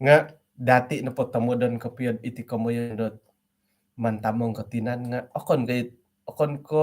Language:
Central Dusun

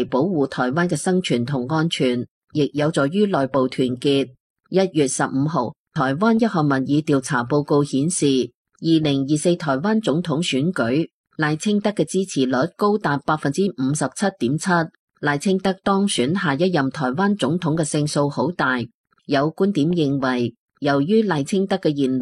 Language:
Cantonese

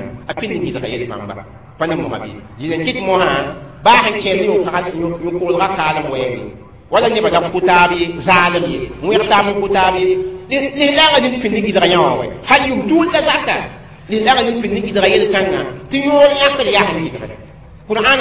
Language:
Mossi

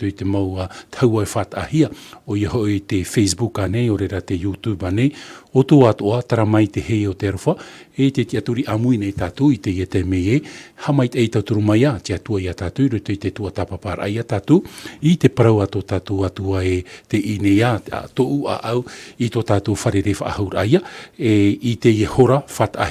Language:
Tahitian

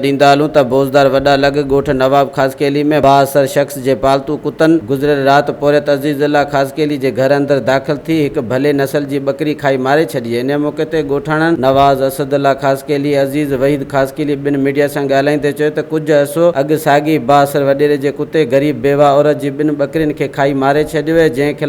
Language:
Sindhi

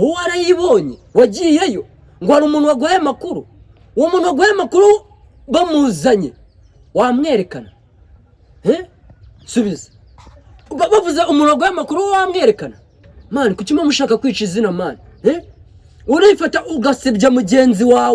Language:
Kinyarwanda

